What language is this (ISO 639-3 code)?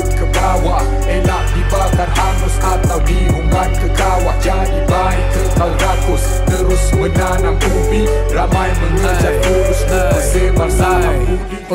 msa